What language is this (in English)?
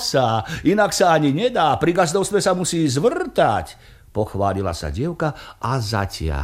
Slovak